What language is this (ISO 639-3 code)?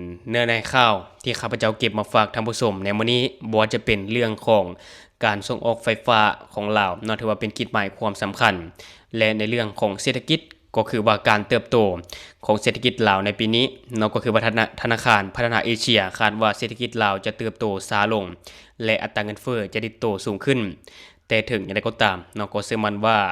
lao